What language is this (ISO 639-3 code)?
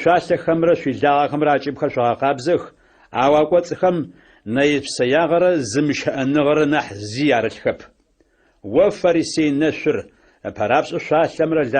ady